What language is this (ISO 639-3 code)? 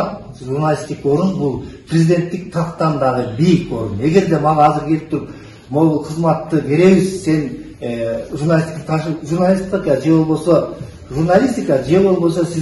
kir